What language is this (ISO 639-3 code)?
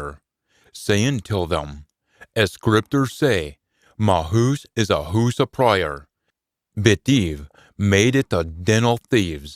sco